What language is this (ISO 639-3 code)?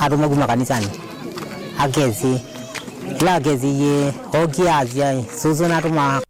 kam